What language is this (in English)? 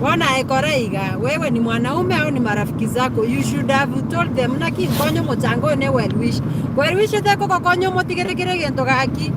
Gusii